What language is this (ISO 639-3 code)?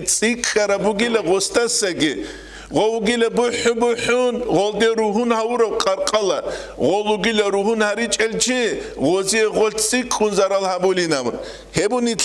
ava